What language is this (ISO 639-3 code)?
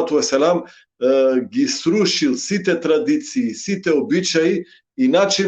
rmn